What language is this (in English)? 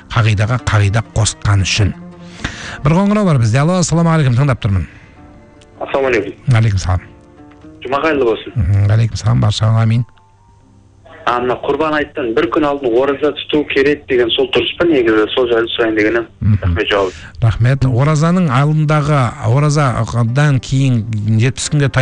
Kazakh